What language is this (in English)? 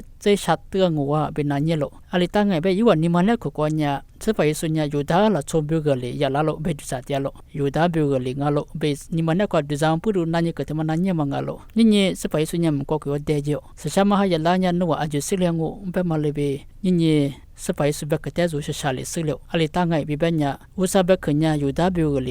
Lisu